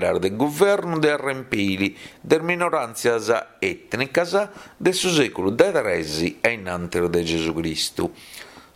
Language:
Sardinian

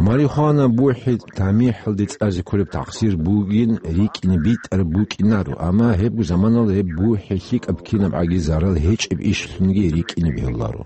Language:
Avaric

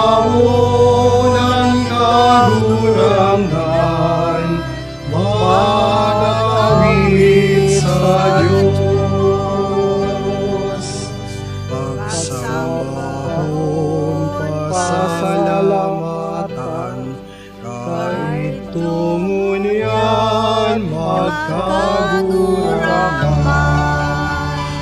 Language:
Bikol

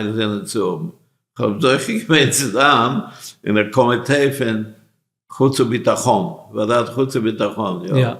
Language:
Yiddish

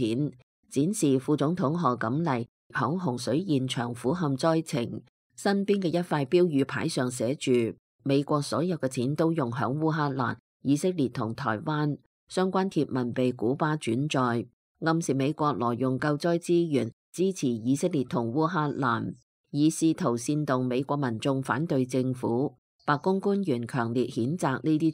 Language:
Cantonese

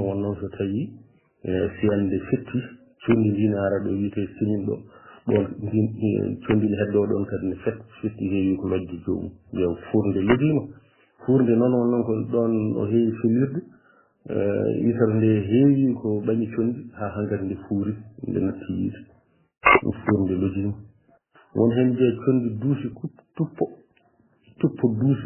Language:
Fula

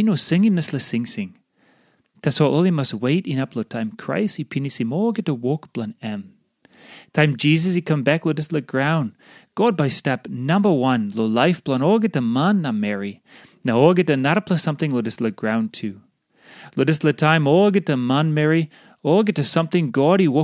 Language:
Tok Pisin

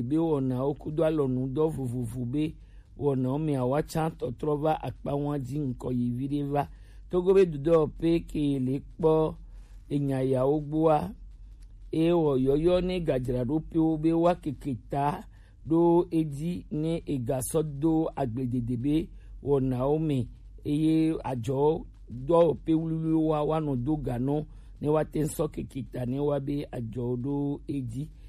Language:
Gen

